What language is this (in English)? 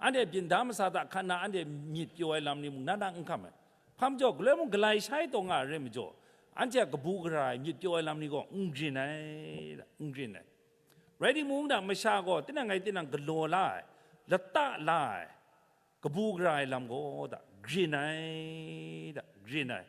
Kachin